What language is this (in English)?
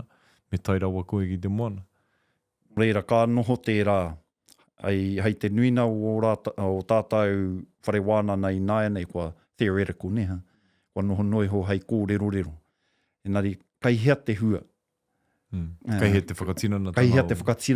Māori